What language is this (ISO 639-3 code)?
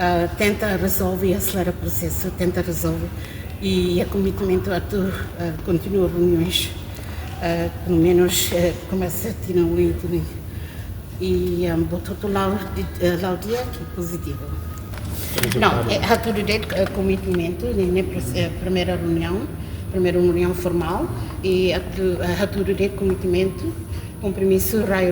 tet